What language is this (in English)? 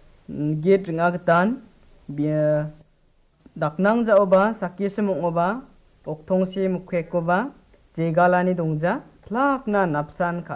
Garo